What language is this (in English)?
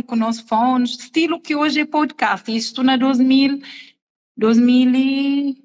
Kabuverdianu